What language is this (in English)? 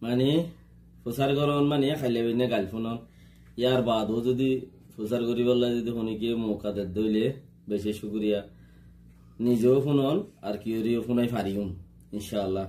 Rohingya